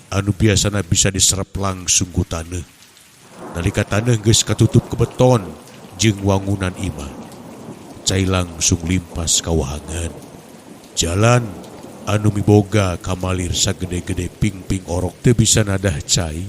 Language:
Sundanese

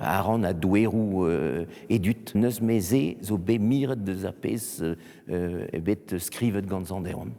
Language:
Breton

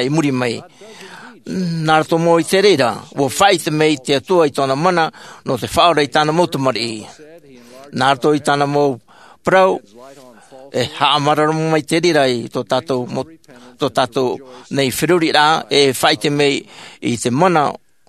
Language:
Tahitian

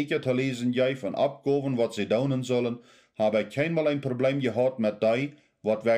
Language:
Plautdietsch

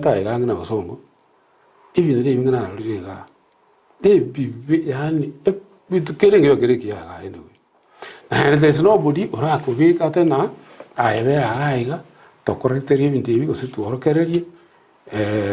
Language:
Gusii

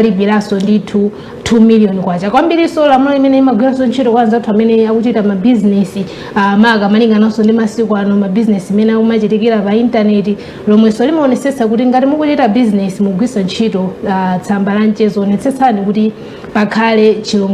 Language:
Nyanja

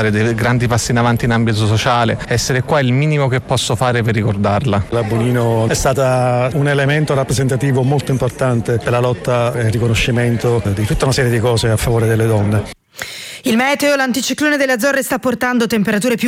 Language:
Italian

